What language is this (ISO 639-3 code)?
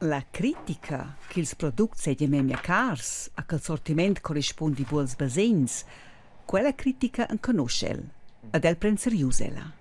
roh